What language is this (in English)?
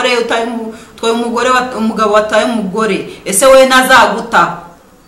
Kinyarwanda